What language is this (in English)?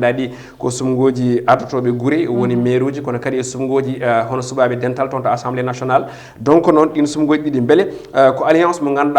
Fula